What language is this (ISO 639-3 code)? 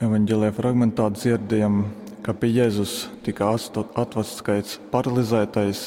ltg